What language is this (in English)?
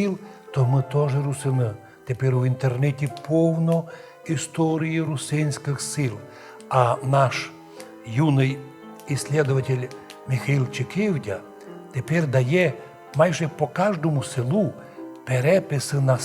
Rusyn